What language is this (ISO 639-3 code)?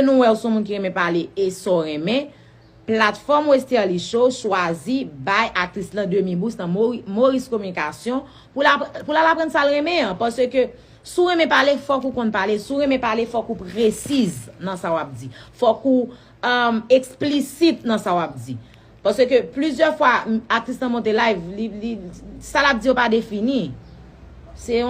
hat